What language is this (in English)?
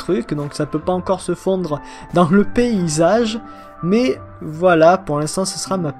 French